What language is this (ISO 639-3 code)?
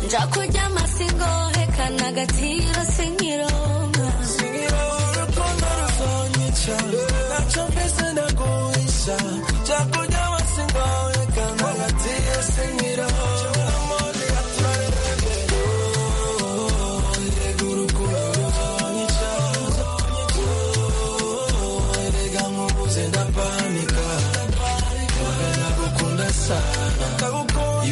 kin